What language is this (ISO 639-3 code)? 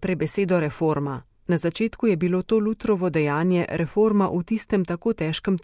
slv